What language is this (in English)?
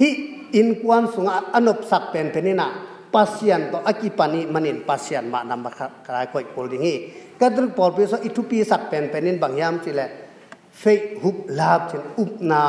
Tedim Chin